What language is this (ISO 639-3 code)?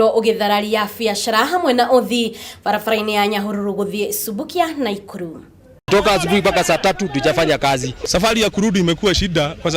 kik